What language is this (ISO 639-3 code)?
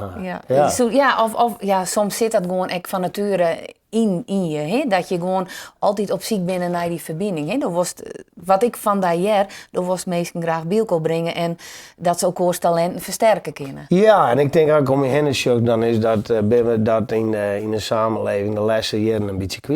fry